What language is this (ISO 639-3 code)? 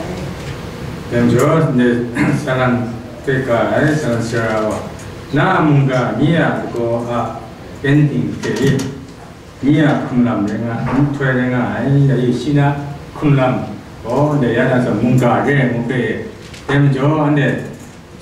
kac